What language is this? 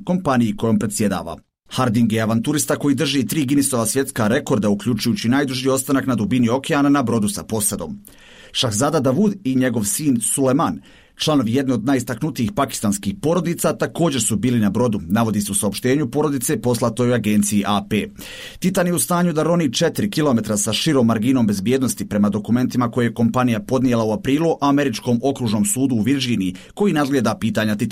Bosnian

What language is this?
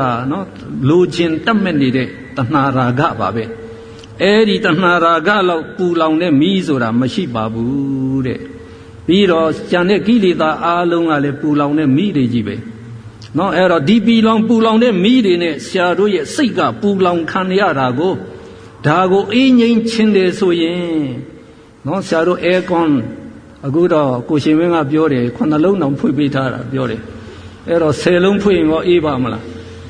Burmese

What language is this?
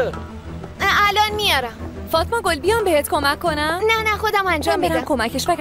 Persian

